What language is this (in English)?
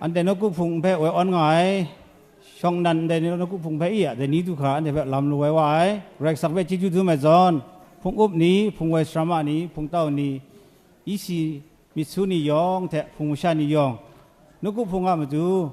Kachin